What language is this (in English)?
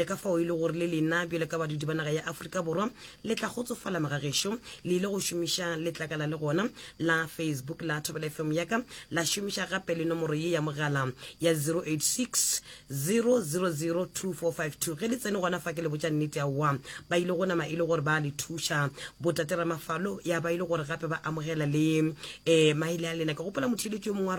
Northern Sotho